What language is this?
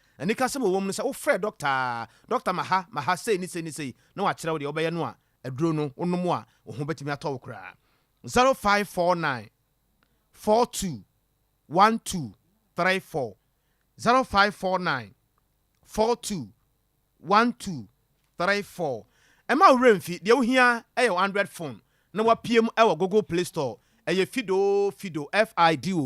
Akan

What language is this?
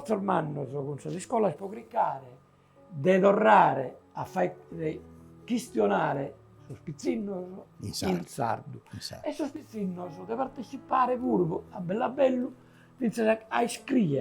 Sardinian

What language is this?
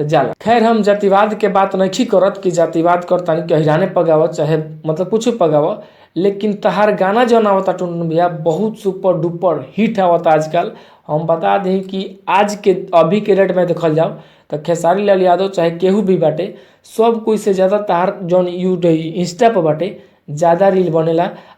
Bhojpuri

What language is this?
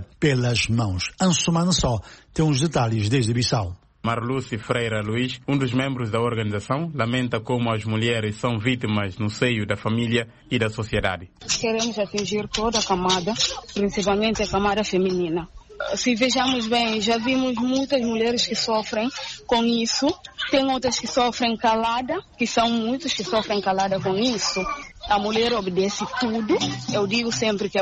Portuguese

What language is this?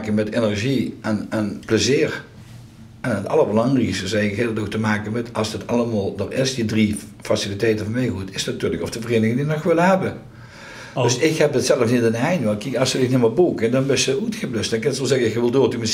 Limburgish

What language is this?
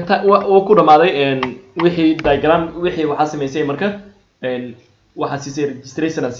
Somali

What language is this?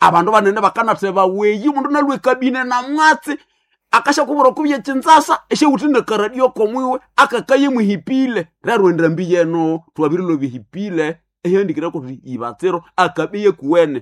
Nande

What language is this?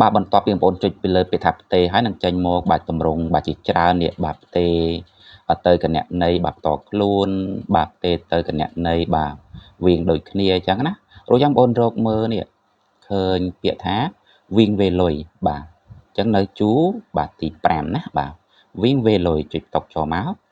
Khmer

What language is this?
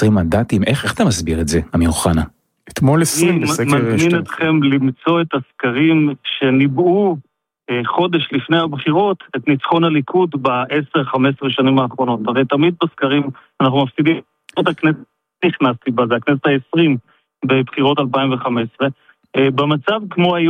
Hebrew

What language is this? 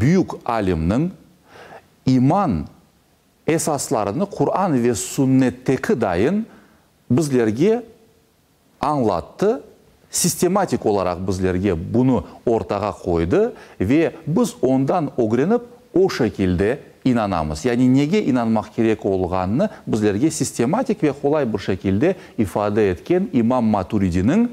Crimean Tatar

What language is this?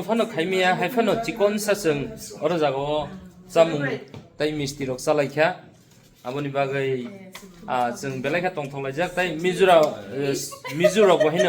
Kok Borok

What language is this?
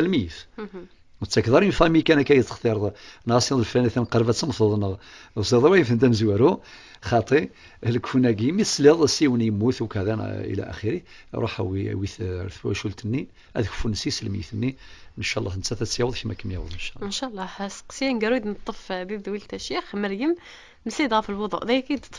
Kabyle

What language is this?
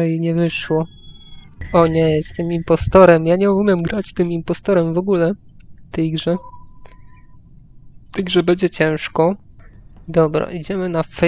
Polish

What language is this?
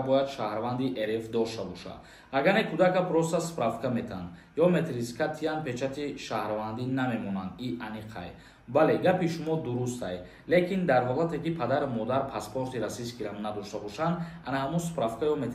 Tajik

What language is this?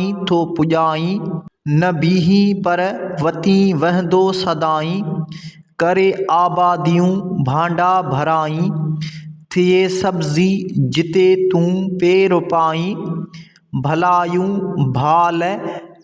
Sindhi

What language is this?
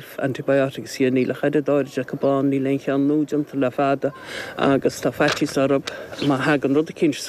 Irish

